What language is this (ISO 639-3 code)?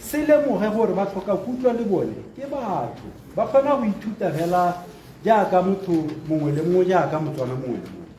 tsn